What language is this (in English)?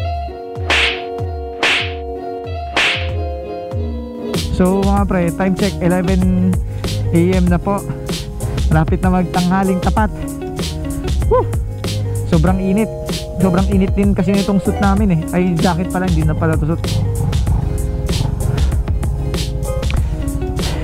Filipino